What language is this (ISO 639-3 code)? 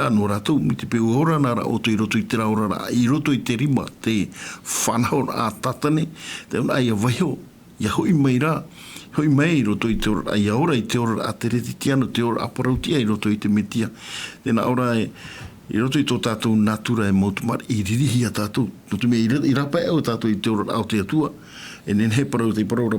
tah